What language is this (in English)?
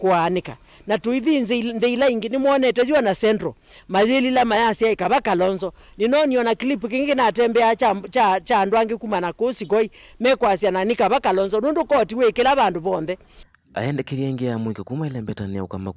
Kamba